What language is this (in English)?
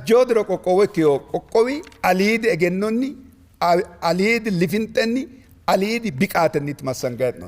Sidamo